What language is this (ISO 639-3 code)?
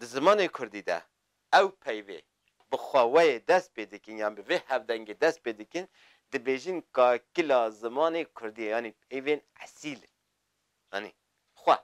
kur